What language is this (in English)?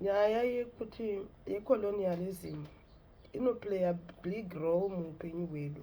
Shona